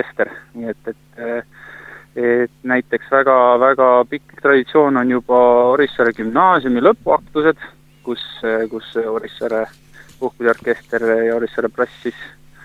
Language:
Estonian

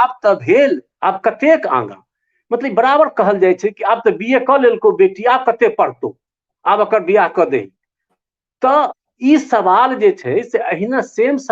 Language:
Maithili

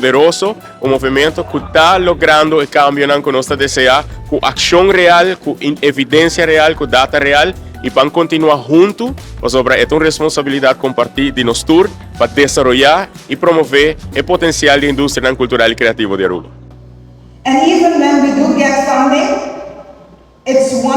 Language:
Papiamento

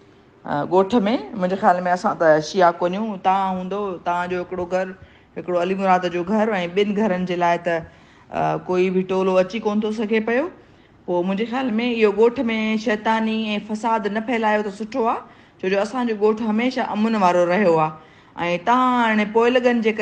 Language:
Sindhi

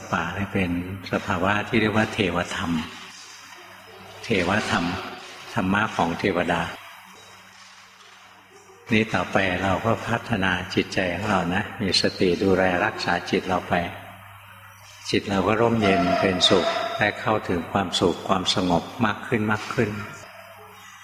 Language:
Thai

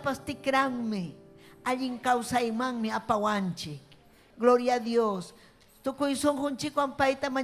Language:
Ayacucho Quechua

